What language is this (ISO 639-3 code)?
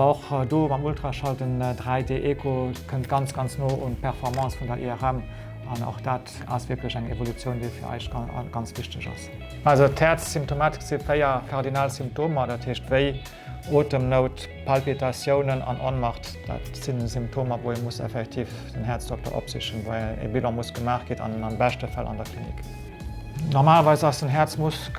ltz